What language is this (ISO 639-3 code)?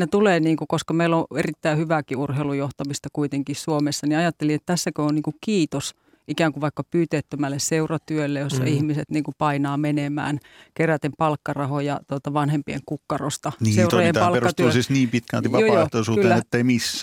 fin